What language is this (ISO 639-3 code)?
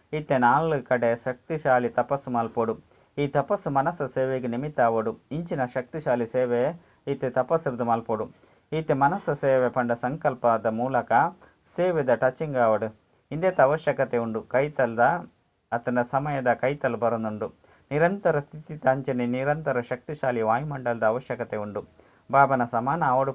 tcy